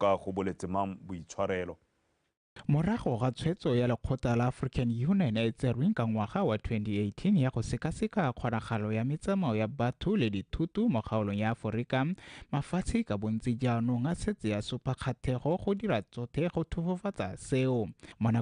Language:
Tswana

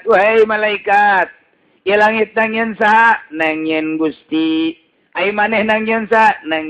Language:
Sundanese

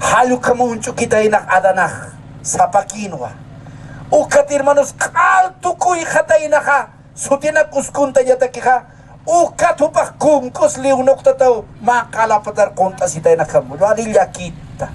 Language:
Aymara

